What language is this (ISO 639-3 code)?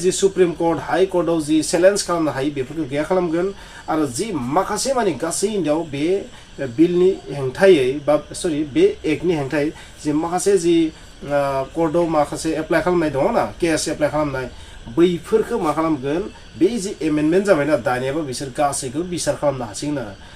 brx